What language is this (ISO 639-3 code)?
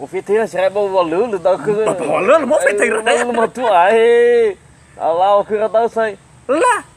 nia